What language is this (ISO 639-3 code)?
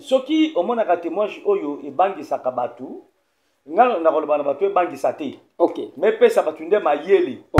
lin